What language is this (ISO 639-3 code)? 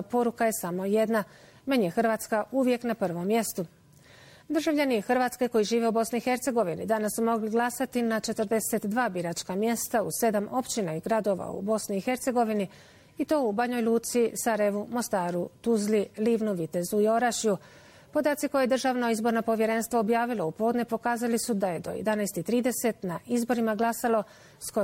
bos